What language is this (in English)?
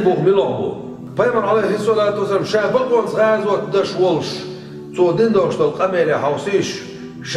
Chechen